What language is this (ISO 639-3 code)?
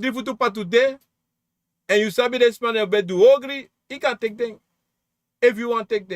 srn